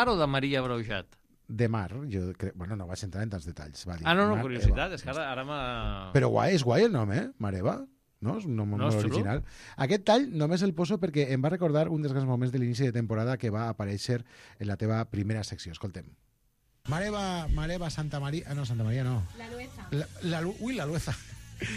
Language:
Catalan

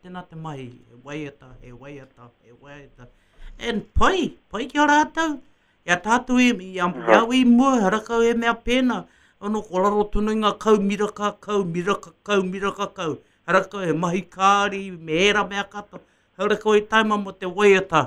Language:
Māori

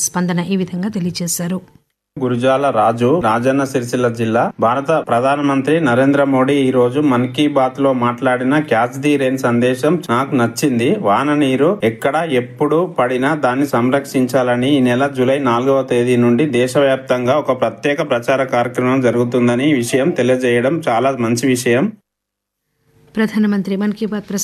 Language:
Telugu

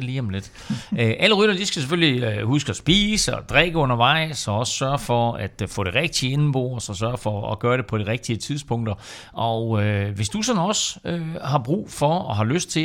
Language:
Danish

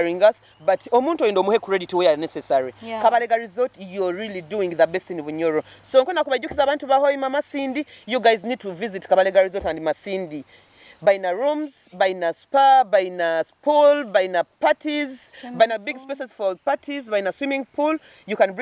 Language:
Nyoro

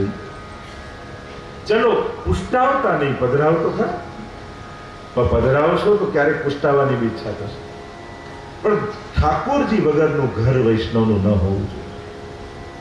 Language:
Gujarati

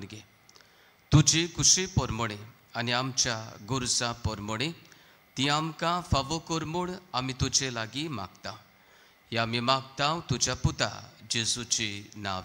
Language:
Konkani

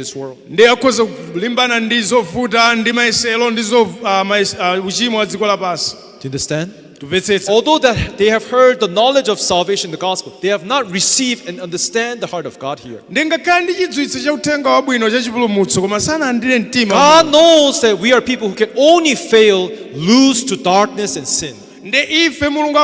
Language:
Nyanja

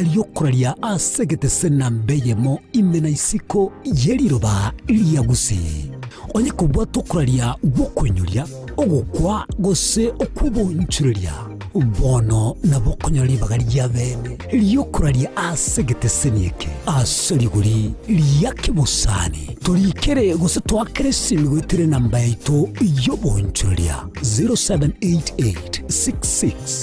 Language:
Gusii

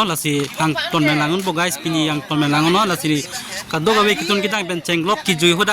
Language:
Karbi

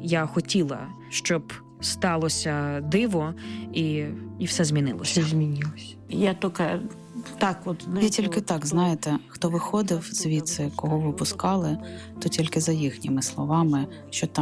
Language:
Ukrainian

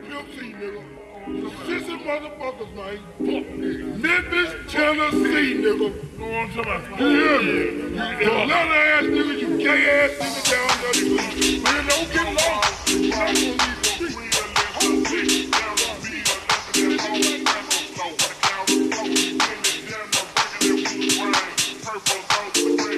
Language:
English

